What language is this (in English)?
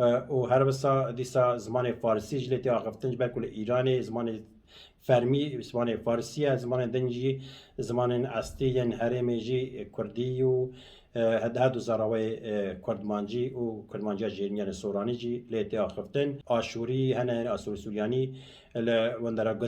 Kurdish